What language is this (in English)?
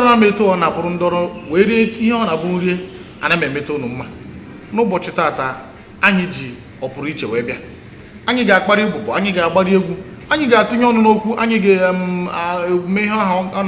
Igbo